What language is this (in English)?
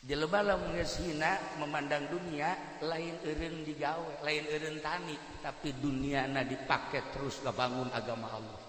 Sundanese